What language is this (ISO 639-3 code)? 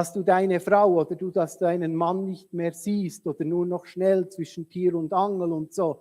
gsw